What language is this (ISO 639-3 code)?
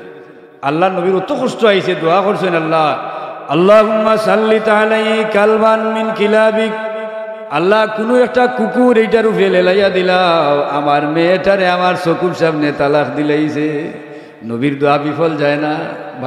syl